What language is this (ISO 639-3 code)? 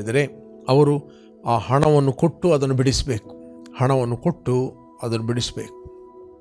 kan